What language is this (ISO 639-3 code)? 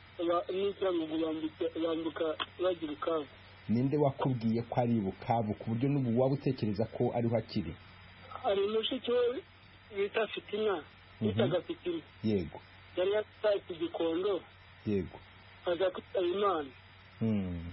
kin